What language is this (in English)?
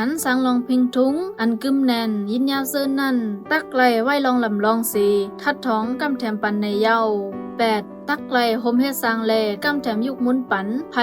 Shan